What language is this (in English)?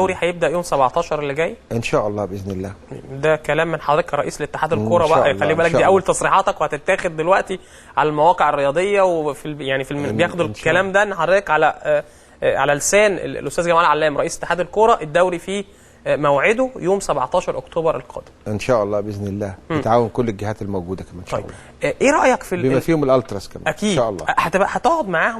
Egyptian Arabic